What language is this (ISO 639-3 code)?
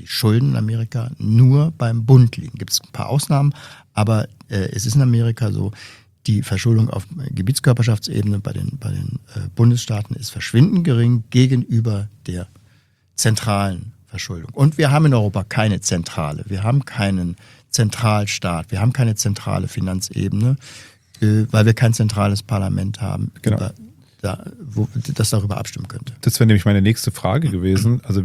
deu